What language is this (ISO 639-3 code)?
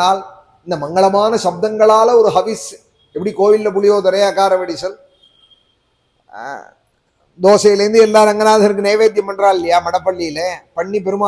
tam